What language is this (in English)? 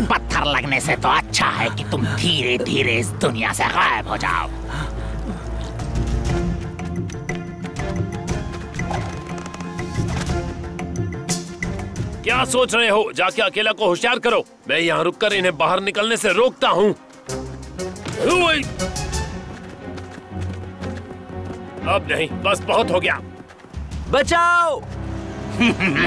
Hindi